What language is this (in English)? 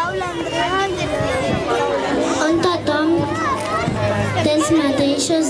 Catalan